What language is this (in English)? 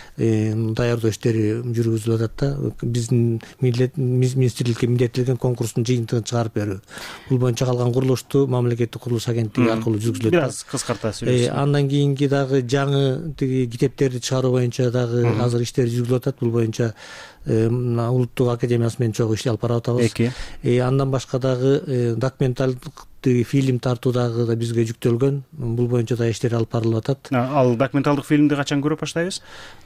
Kyrgyz